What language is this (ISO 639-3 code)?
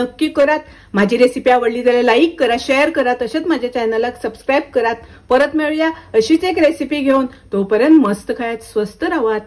kok